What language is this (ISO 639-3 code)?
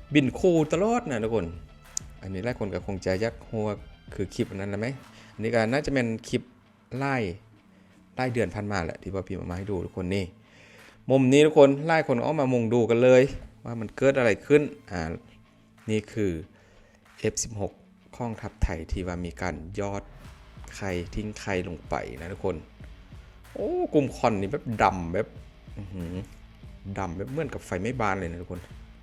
lao